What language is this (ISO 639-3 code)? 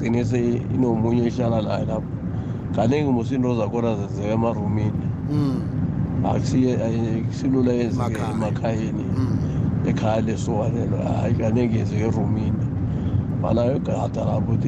nbl